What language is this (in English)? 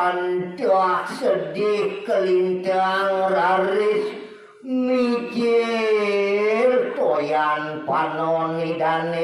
Balinese